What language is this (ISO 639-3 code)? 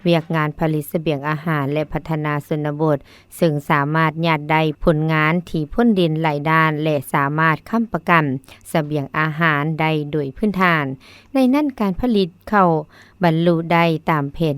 lao